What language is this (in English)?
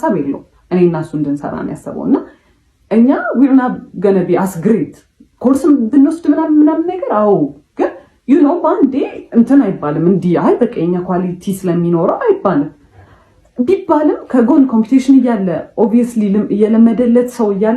Amharic